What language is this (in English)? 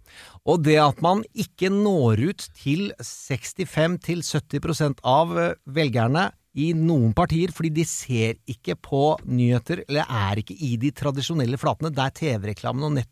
Norwegian